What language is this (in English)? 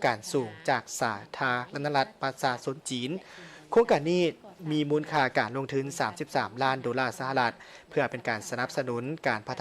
Lao